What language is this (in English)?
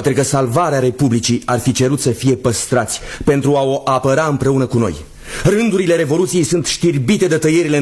Romanian